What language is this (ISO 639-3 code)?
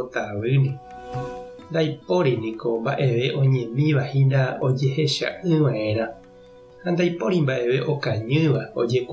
grn